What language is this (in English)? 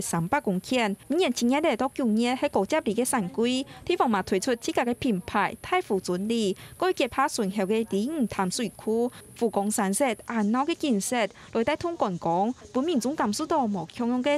Hakka Chinese